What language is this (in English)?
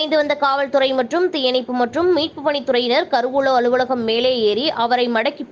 Tamil